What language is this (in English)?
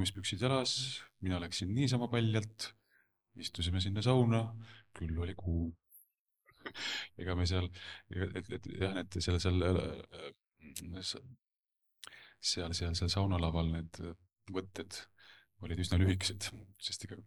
Estonian